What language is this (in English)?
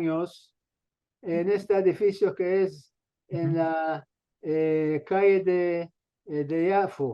Ladino